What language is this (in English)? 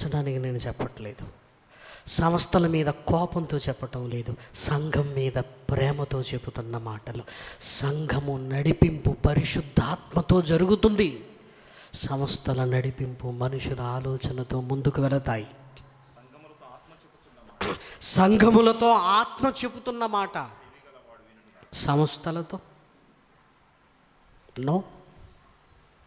Telugu